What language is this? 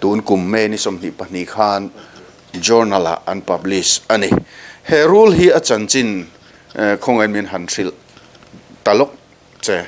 Mizo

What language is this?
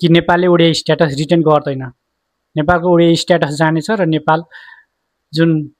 Nepali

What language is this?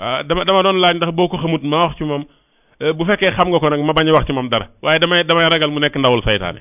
Wolof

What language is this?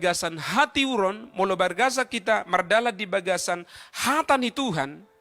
Batak Toba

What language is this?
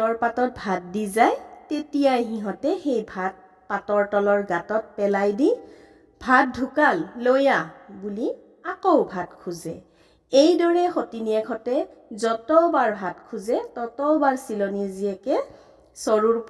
Assamese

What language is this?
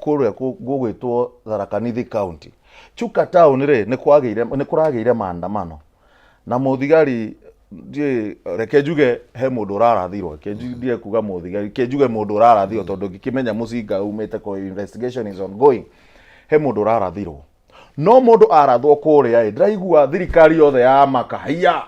Kikuyu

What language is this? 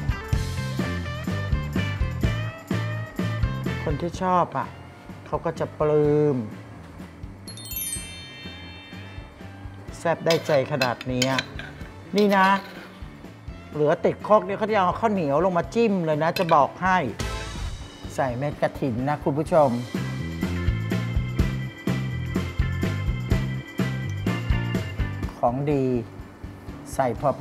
Thai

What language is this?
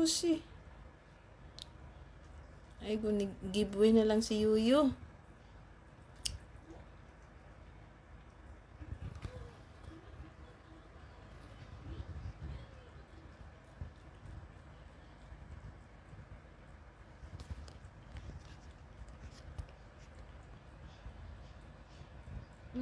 Filipino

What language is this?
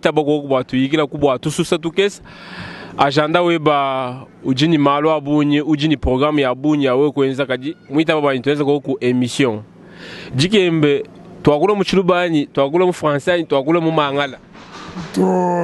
Luba-Lulua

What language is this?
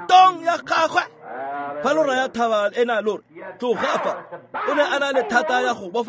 Tswana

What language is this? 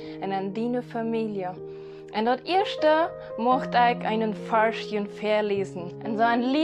Plautdietsch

